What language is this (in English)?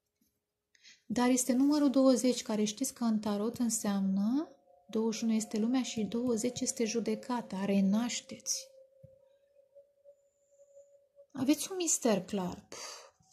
Romanian